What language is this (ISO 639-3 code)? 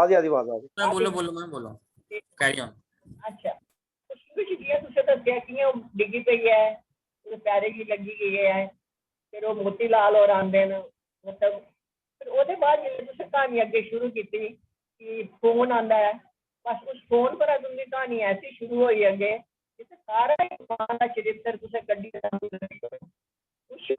doi